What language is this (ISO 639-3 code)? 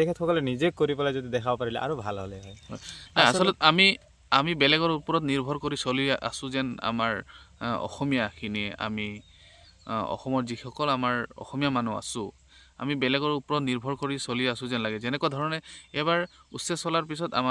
asm